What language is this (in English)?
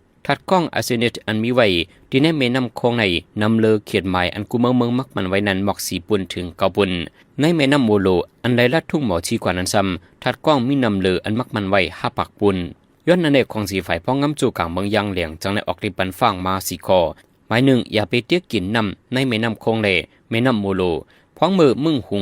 Shan